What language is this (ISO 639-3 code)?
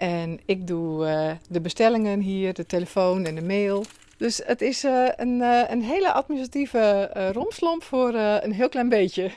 fry